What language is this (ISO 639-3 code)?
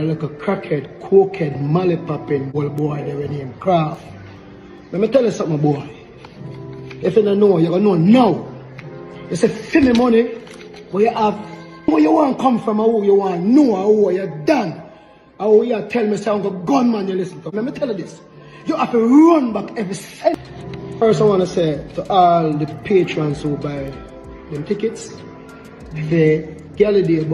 jam